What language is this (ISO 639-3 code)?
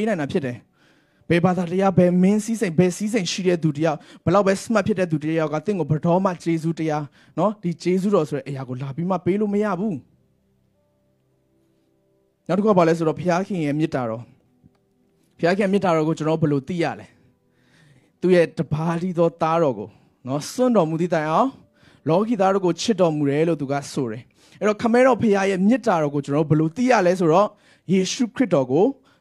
mya